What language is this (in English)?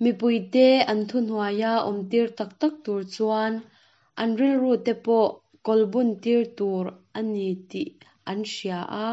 Mizo